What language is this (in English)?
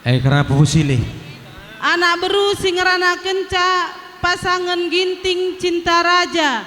Batak Karo